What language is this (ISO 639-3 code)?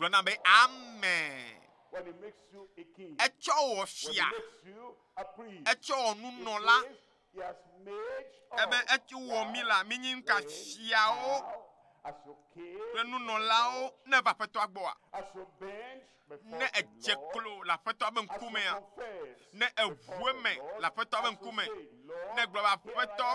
ewe